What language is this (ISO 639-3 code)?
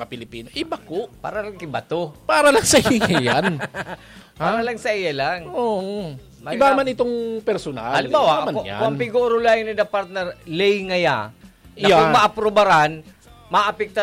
bik